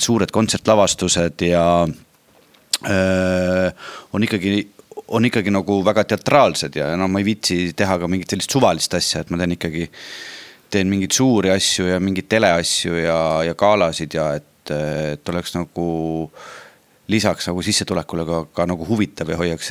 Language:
Estonian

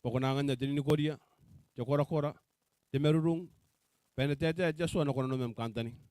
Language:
Gilbertese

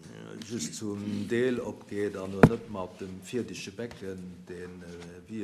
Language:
Luxembourgish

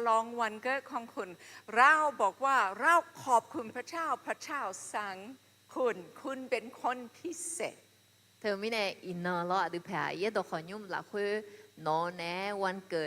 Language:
Akha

